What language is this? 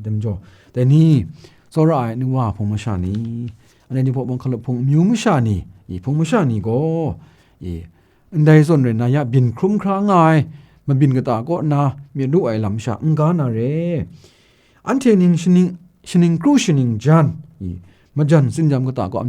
Kachin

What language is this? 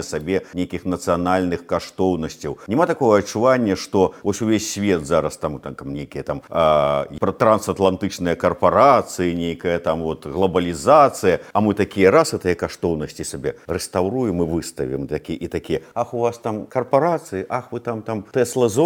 Belarusian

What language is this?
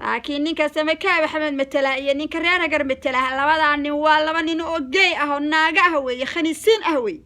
Somali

